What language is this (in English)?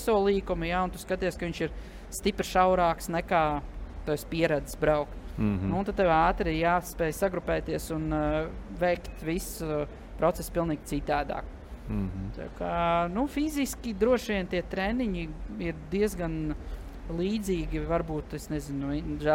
Latvian